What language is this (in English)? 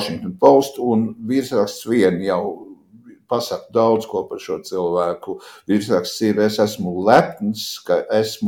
Latvian